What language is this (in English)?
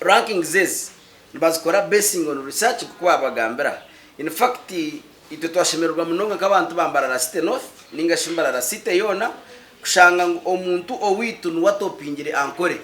Nyankole